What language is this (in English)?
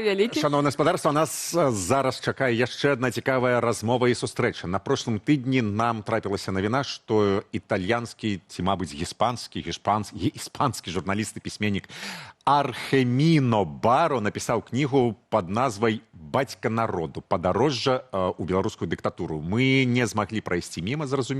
Belarusian